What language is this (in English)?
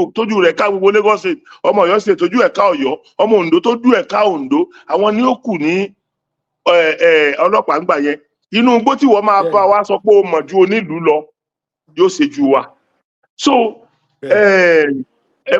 Yoruba